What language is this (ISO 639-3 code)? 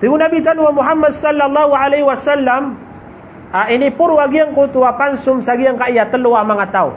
mrw